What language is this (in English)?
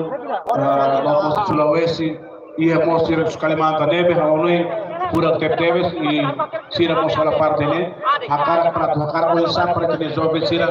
Tetum